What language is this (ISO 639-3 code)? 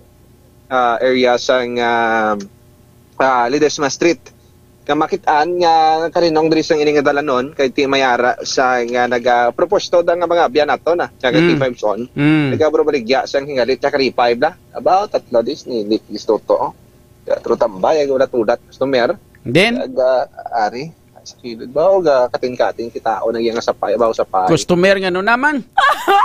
hil